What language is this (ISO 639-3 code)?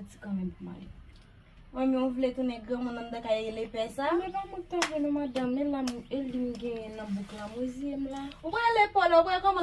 hat